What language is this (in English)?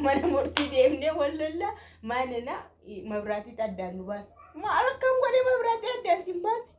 Oromo